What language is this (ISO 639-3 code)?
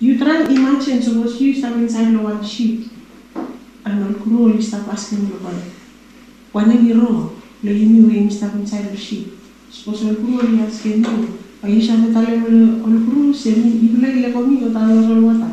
bis